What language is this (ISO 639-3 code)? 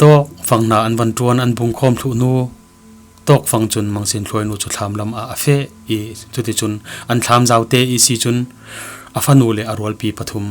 cfm